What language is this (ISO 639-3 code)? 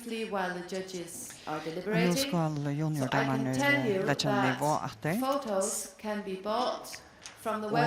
fao